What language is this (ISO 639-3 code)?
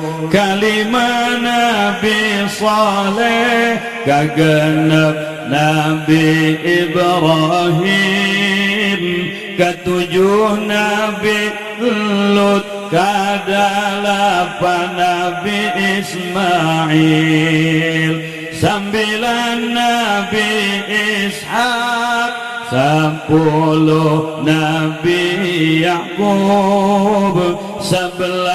sun